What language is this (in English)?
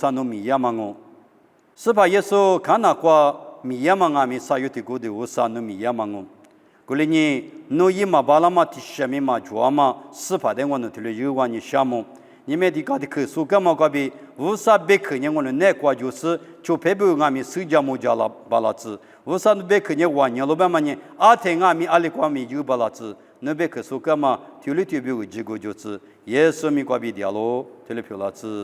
Lisu